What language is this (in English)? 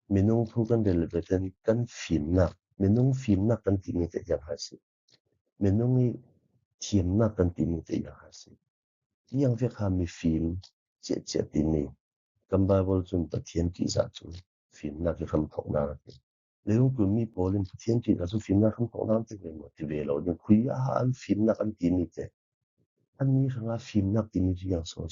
Falam Chin